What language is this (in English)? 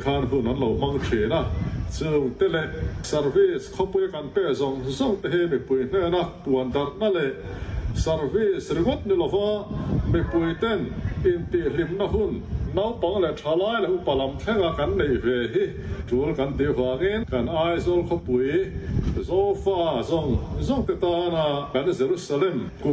Mizo